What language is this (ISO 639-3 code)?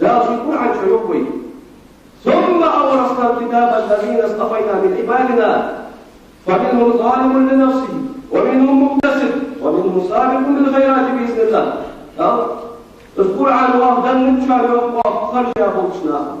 inh